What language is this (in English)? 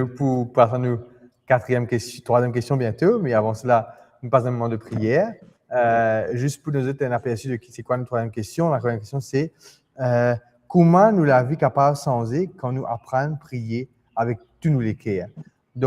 Morisyen